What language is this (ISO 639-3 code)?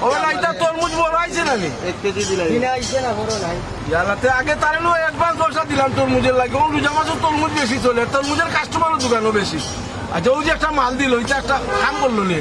syl